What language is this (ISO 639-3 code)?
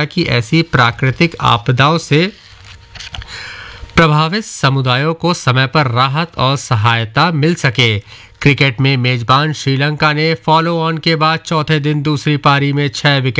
hin